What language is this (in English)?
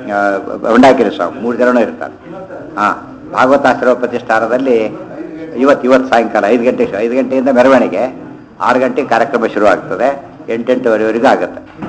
Kannada